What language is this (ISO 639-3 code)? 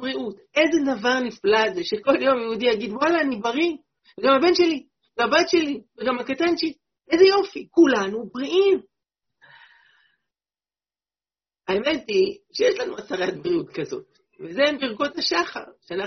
heb